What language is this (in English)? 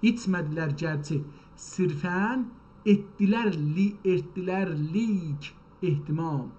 South Azerbaijani